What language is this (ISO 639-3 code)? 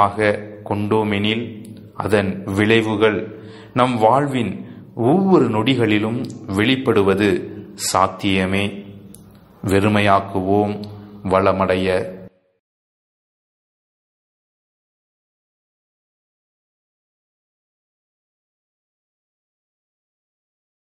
tam